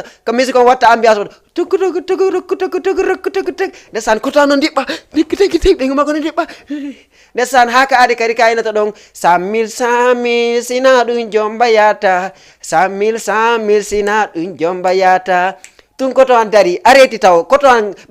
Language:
Fula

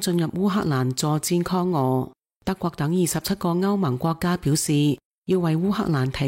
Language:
Cantonese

